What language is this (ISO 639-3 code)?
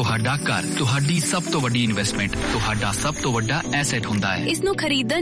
pan